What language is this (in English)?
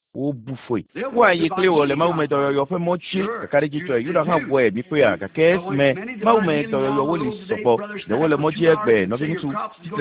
Ewe